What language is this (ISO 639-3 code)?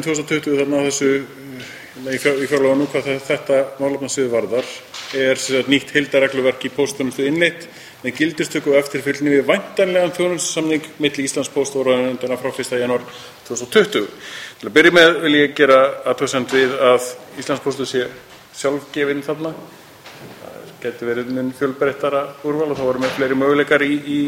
isl